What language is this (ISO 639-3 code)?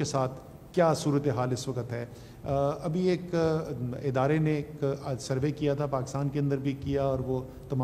urd